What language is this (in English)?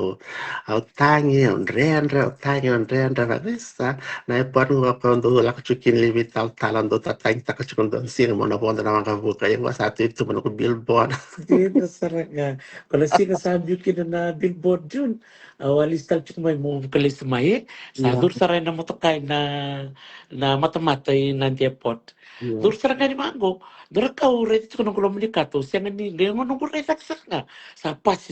Fijian